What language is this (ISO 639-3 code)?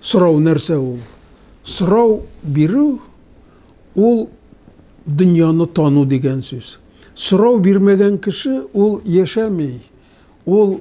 tat